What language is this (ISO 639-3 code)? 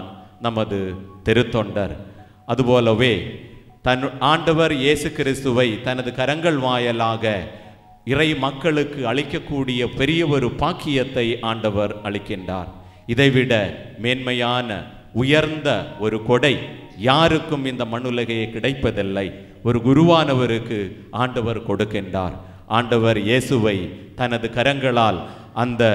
tam